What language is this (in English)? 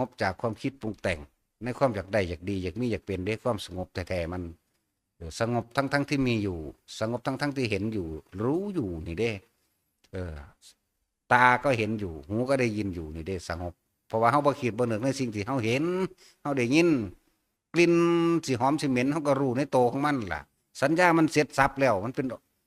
Northeastern Thai